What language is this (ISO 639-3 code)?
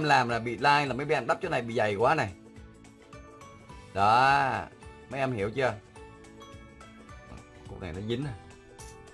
vie